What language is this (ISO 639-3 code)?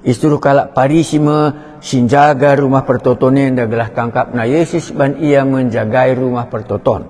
btx